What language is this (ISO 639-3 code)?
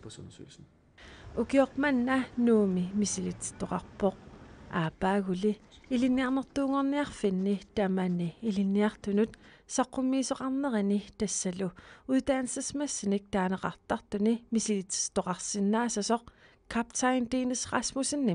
kal